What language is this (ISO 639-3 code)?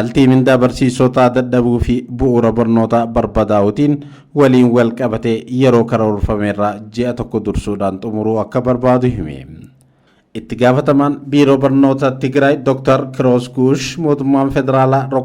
orm